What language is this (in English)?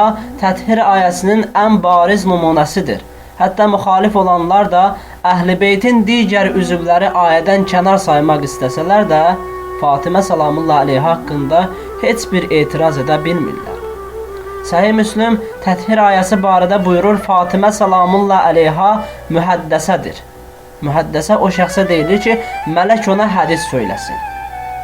Azerbaijani